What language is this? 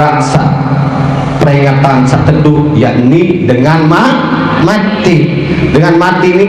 Sasak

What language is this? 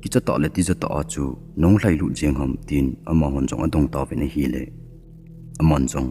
Thado Chin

